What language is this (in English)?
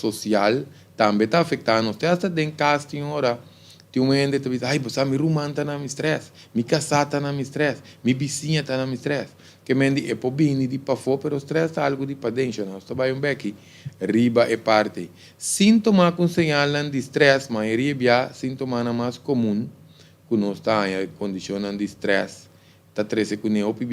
Papiamento